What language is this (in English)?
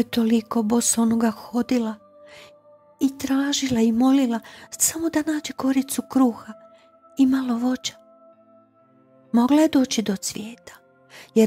Croatian